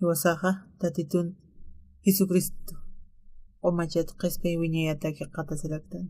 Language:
Aymara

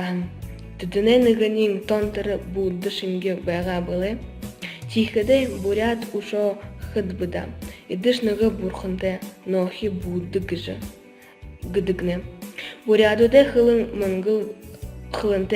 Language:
Buriat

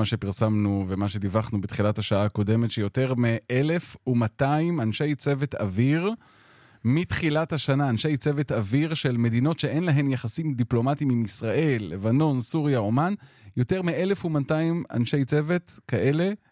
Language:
Hebrew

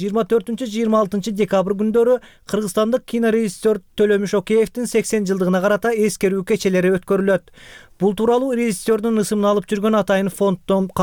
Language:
Kyrgyz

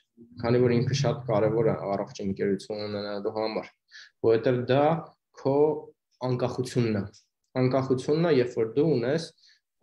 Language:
Armenian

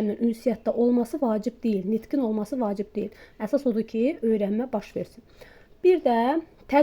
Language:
Azerbaijani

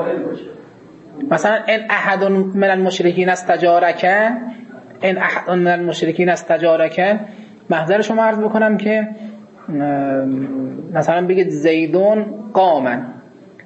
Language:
Persian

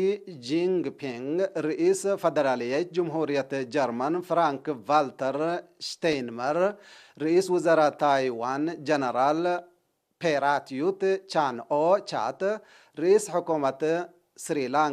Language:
Tigre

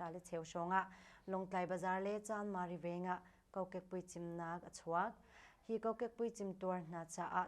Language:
Hakha Chin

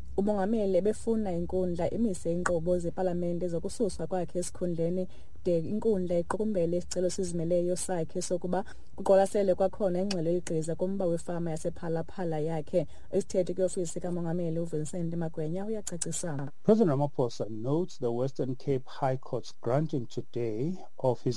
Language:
Xhosa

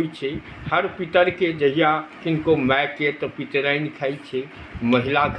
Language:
Maithili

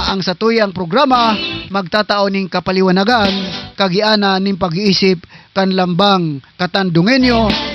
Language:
Southern Catanduanes Bikol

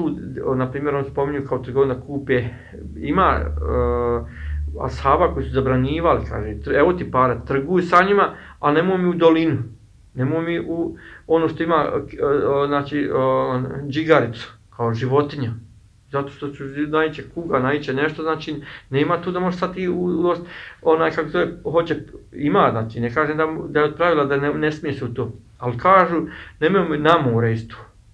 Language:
Bosnian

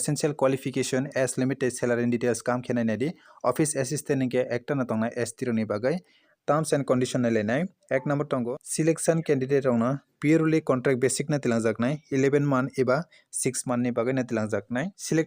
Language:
Kok Borok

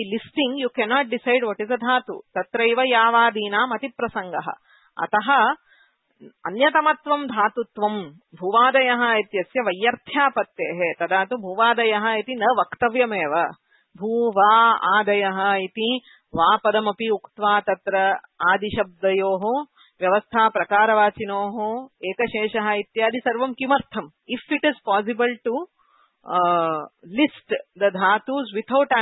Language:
Sanskrit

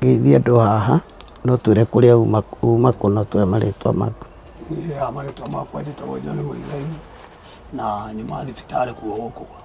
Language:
Kikuyu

